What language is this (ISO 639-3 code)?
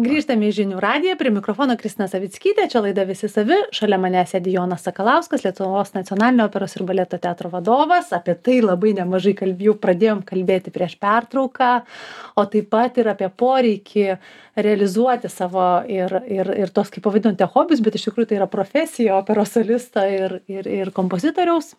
lit